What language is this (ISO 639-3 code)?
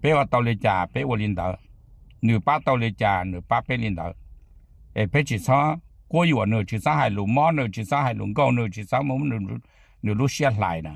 hmn